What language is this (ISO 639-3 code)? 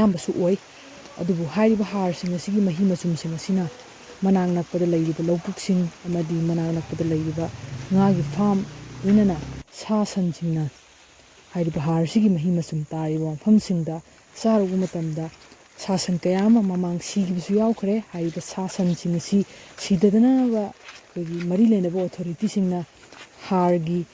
mni